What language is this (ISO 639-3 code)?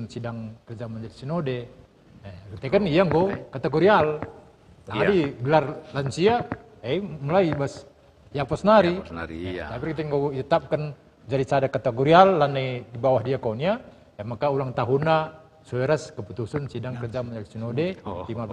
btx